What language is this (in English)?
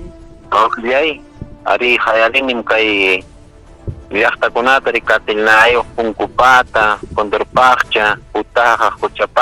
Ayacucho Quechua